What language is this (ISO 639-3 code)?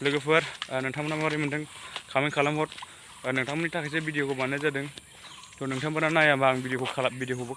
brx